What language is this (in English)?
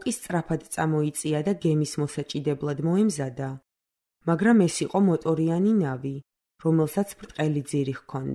Georgian